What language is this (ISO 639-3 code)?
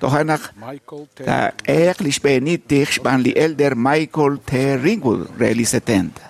kek